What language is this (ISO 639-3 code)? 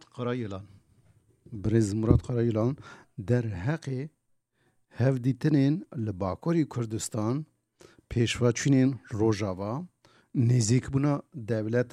kur